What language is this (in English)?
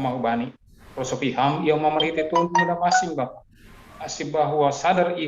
Batak Simalungun